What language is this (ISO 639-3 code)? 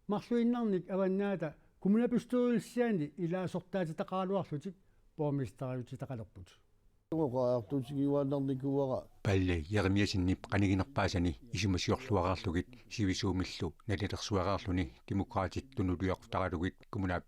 kal